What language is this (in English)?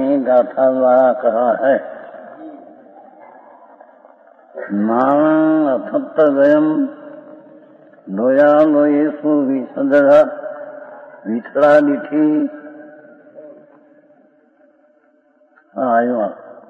Gujarati